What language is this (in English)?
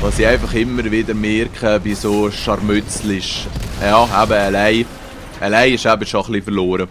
Swiss German